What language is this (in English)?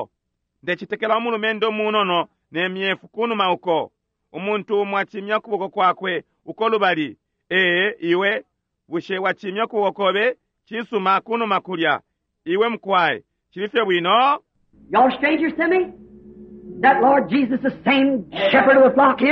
Bemba